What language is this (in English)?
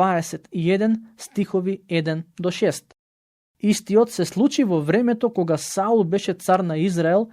Macedonian